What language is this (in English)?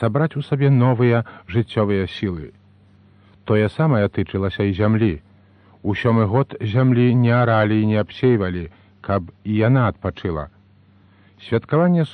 Belarusian